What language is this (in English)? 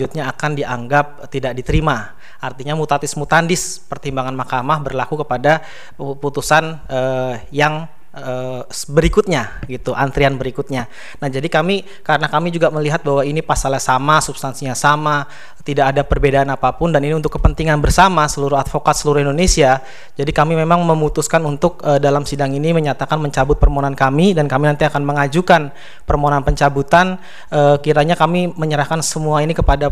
Indonesian